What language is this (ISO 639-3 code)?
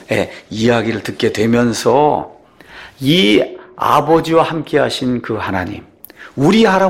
kor